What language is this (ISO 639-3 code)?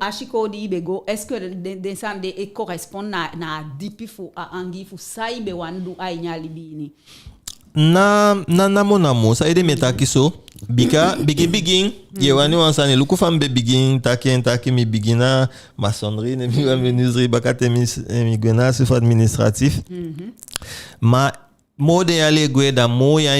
djk